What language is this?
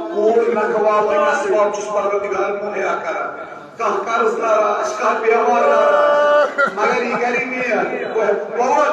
Kashmiri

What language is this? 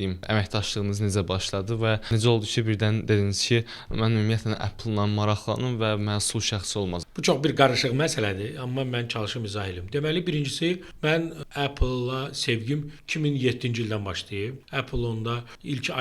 Azerbaijani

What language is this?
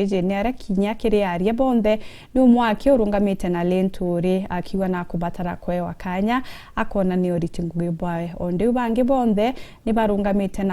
Meru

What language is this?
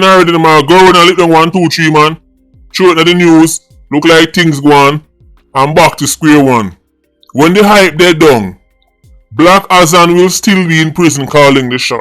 Jamaican Creole English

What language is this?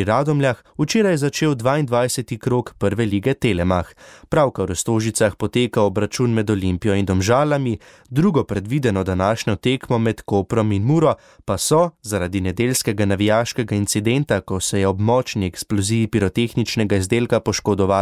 Slovenian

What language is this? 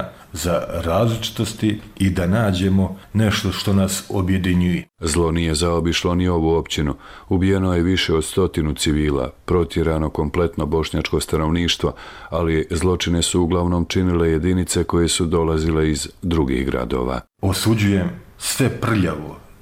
Bosnian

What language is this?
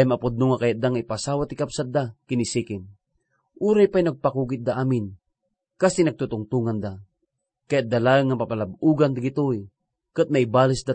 Iloko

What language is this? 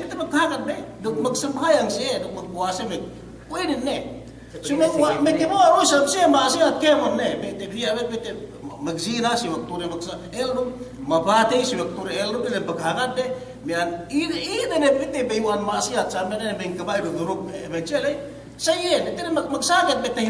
Yakan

